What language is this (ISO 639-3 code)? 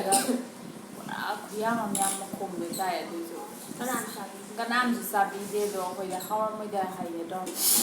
mni